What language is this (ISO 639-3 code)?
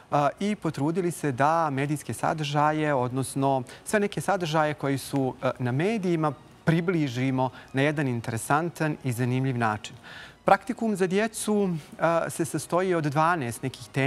bos